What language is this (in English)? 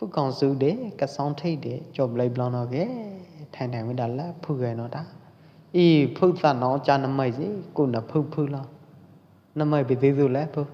Pwo Eastern Karen